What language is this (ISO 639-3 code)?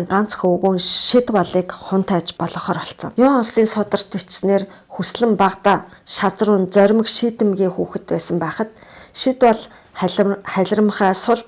mon